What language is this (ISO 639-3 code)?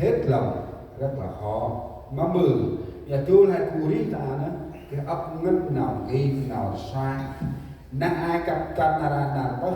cmo